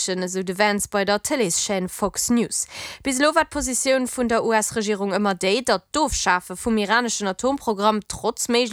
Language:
Luxembourgish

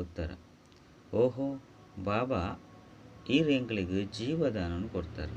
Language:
Tulu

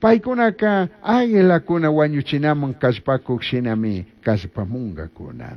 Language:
Chimborazo Highland Quichua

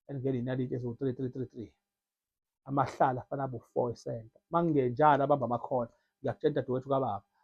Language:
Zulu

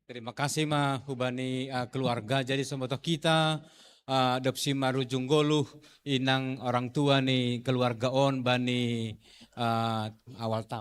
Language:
Batak Simalungun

